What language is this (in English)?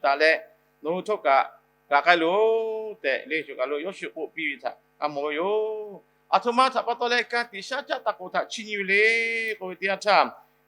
Lahu